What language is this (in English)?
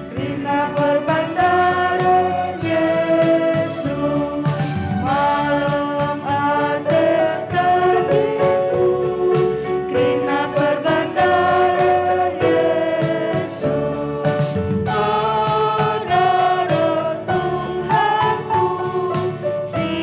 Batak Karo